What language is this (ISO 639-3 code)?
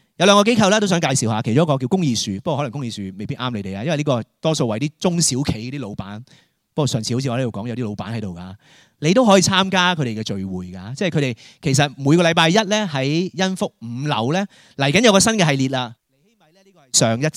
yue